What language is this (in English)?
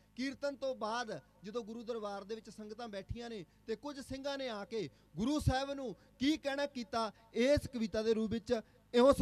Punjabi